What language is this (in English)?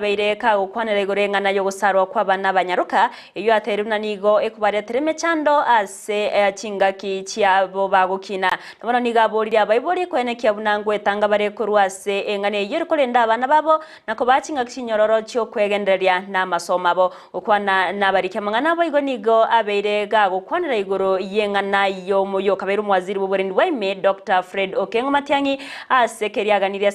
Gusii